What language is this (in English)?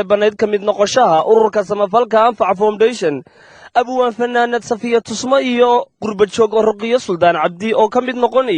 Somali